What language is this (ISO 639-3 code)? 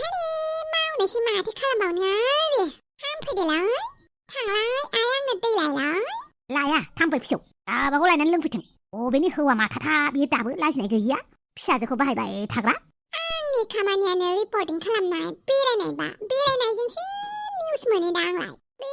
brx